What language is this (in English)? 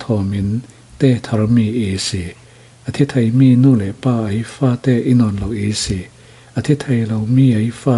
Falam Chin